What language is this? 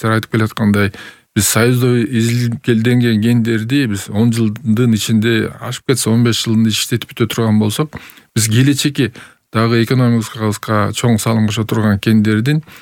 Kyrgyz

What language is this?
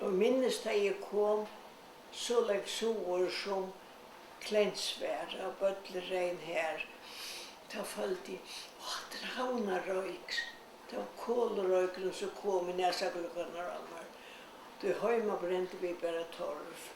Faroese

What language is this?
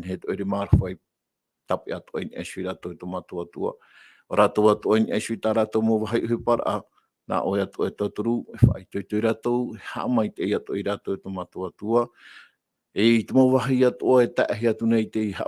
Tahitian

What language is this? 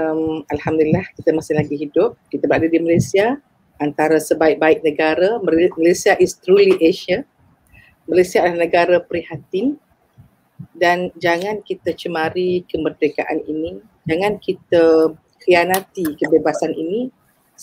Malay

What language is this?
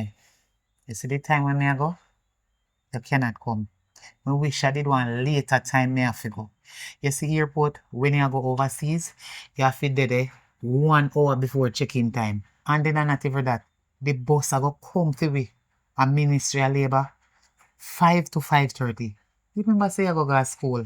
Jamaican Creole English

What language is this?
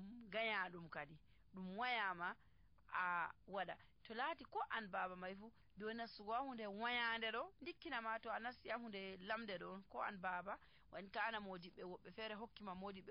Nigerian Fulfulde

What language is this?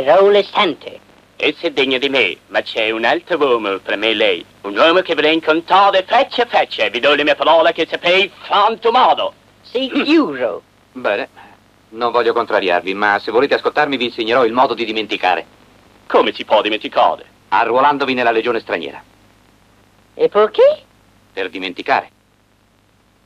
Italian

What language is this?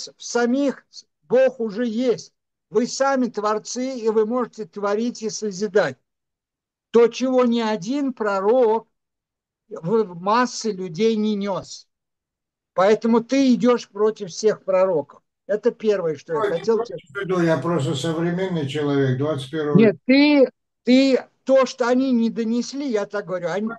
Russian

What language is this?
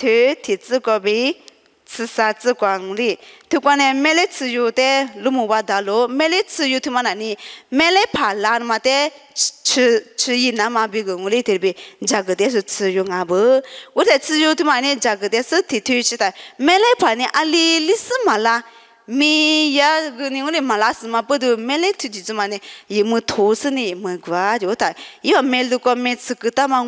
Lisu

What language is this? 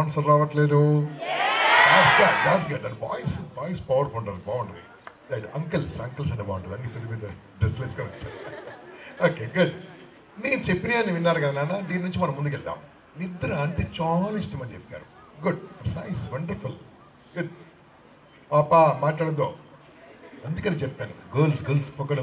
Telugu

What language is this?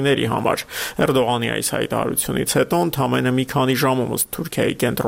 Armenian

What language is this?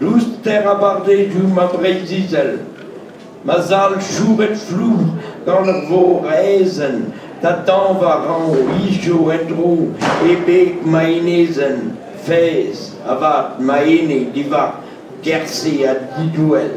Breton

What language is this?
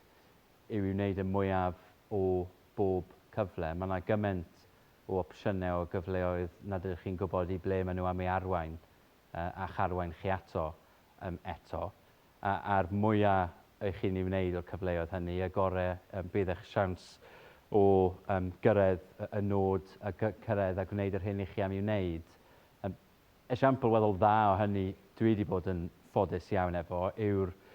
Welsh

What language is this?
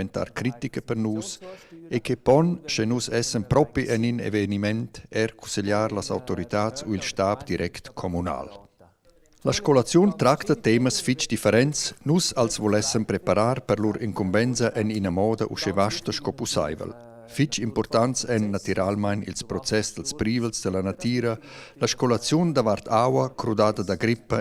Romansh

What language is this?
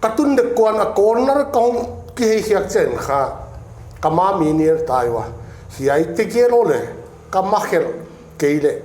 Paite Chin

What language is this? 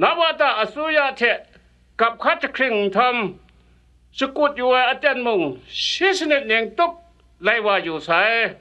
Kachin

